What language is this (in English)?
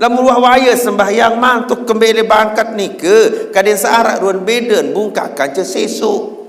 Sasak